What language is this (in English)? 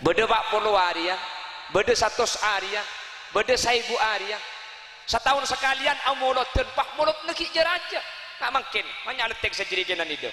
Madurese